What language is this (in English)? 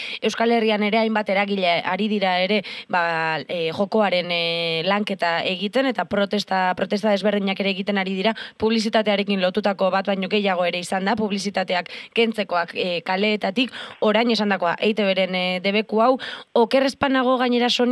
Basque